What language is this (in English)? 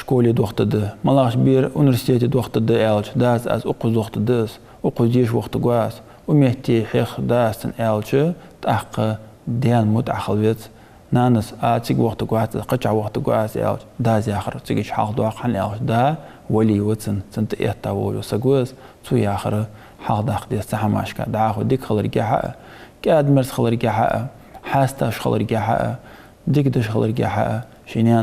Ingush